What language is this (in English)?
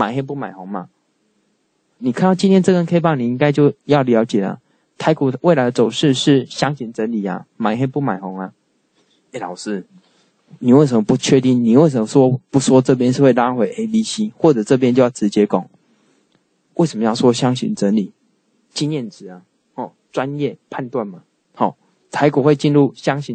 Chinese